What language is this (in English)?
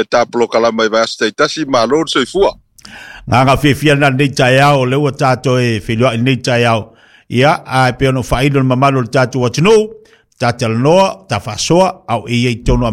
Samoan